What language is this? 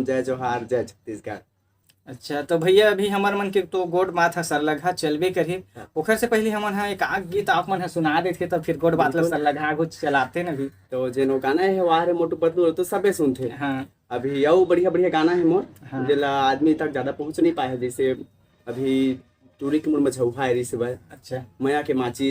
Chhattisgarhi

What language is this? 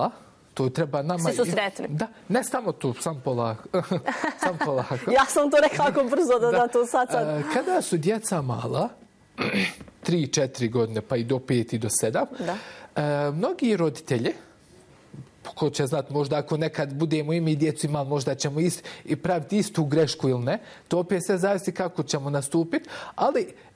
Bosnian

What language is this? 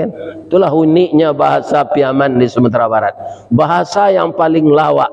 Minangkabau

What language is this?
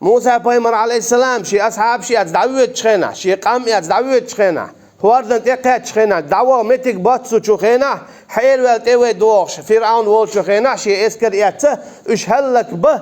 Chechen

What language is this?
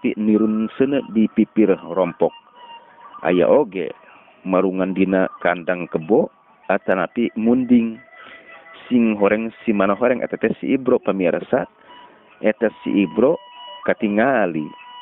Sundanese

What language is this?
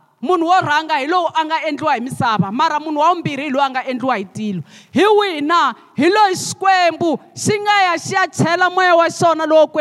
Tsonga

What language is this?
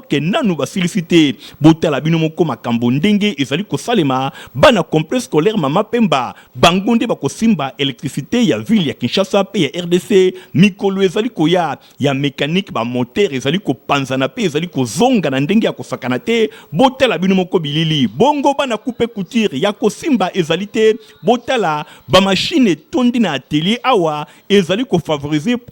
Lingala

